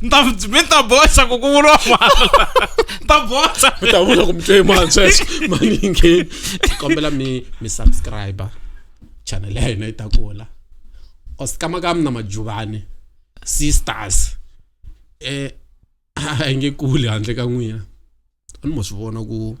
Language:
Tsonga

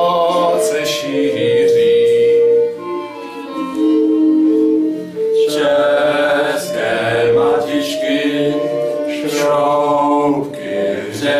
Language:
Czech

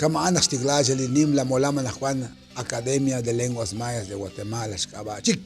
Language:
Kekchí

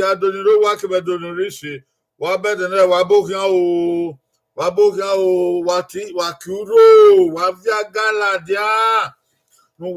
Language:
Bini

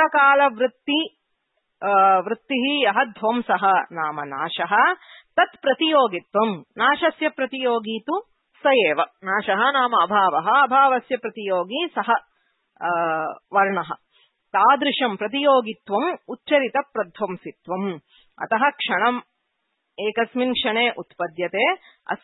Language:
Sanskrit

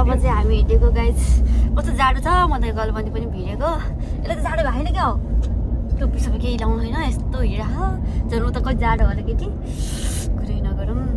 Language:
Nepali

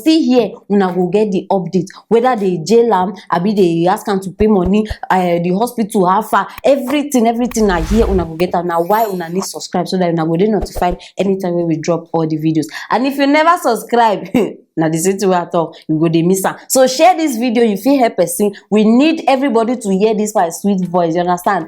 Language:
Nigerian Pidgin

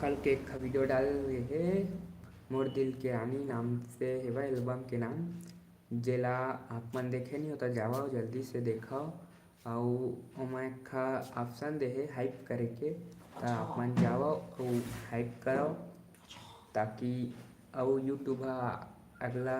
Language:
Chhattisgarhi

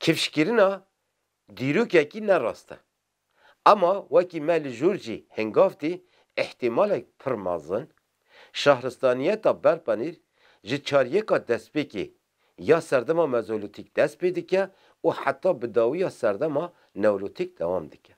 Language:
Kurdish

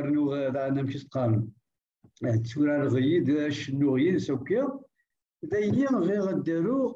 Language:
Kabyle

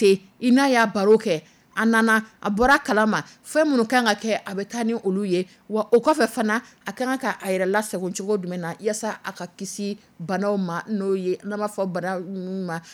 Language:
Dyula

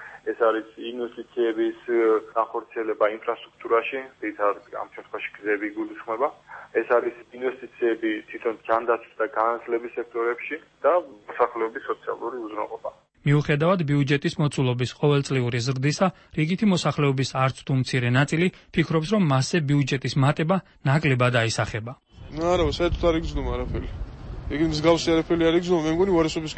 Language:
Georgian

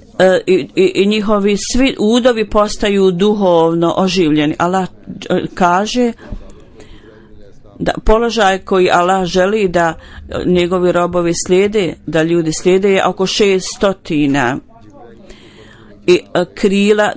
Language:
Bosnian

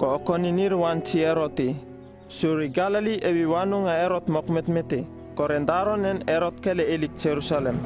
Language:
Uripiv-Wala-Rano-Atchin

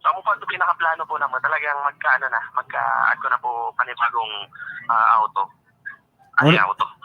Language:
Bikol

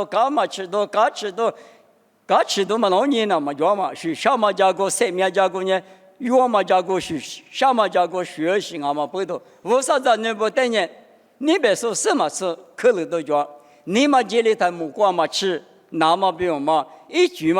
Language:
Lisu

